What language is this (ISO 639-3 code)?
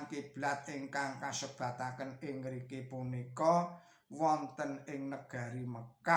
jav